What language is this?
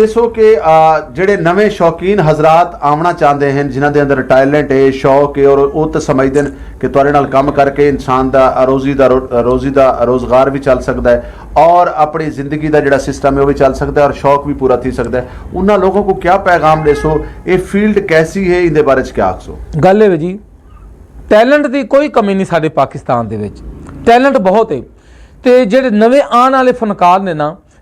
Saraiki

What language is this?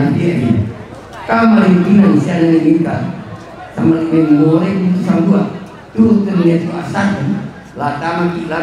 Toraja-Sa'dan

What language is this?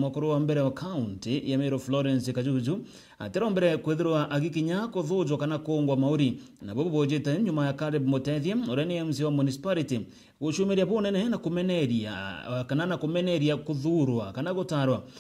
Meru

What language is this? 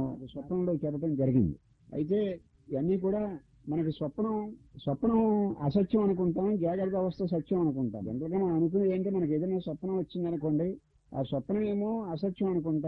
Telugu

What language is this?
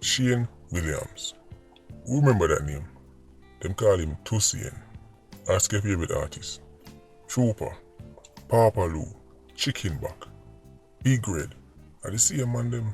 Jamaican Creole English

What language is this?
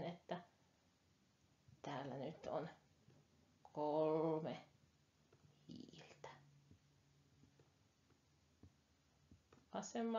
Finnish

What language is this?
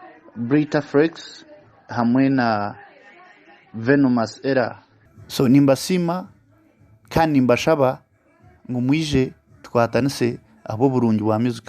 Nyankole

